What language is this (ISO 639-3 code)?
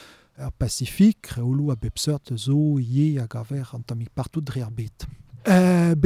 bre